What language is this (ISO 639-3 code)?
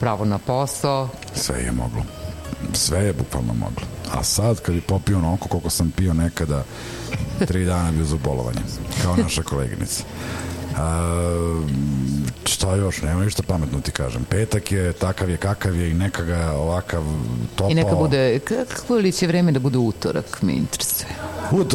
srp